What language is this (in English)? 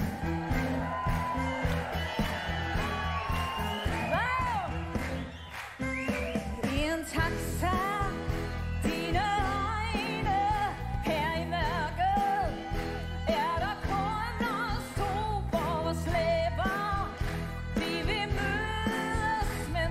Danish